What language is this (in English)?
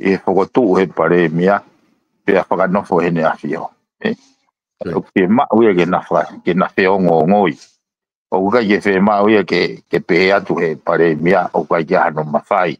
Tongan